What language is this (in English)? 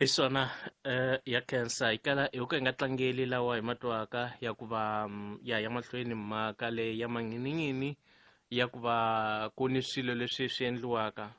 Tsonga